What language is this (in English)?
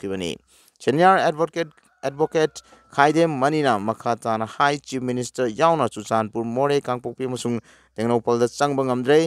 Manipuri